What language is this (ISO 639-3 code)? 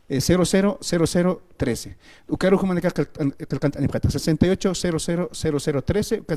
aym